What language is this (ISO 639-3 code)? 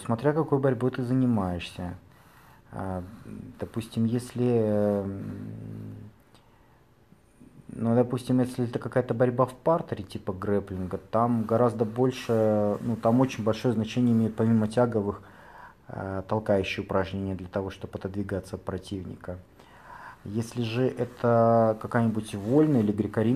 rus